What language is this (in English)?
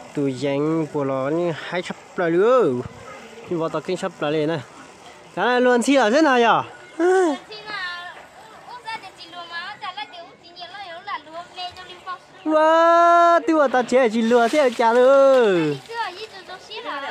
Vietnamese